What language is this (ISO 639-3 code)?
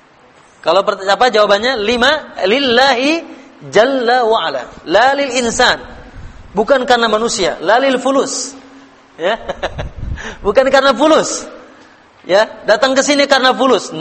ind